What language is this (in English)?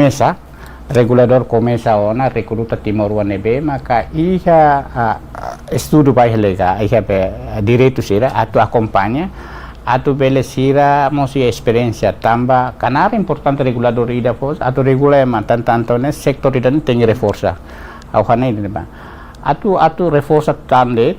Tetum